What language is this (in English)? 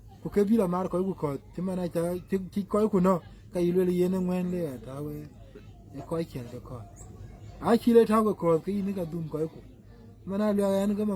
Dinka